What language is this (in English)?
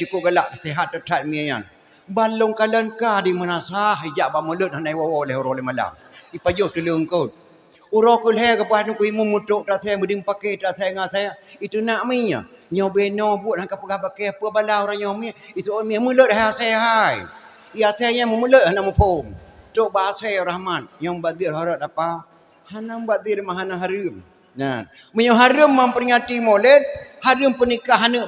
Achinese